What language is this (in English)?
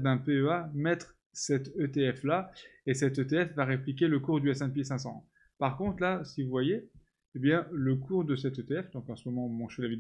French